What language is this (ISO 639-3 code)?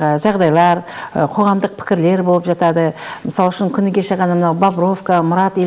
kaz